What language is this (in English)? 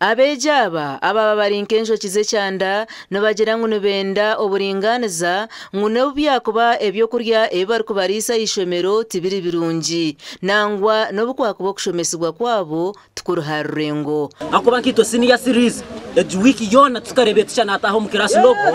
Nyankole